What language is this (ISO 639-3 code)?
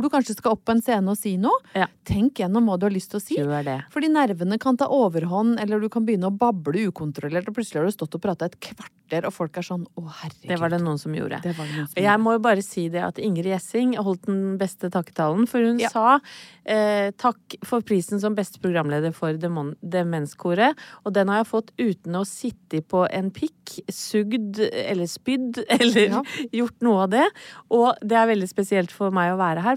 nor